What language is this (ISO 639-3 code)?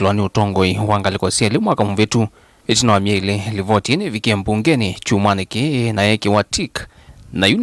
kam